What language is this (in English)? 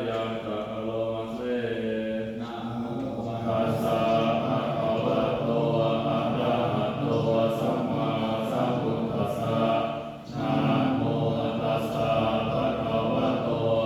Pali